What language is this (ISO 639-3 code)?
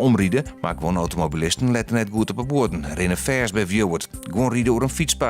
fry